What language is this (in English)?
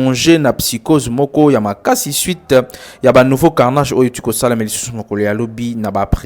Lingala